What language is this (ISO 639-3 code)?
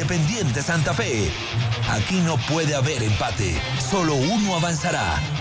spa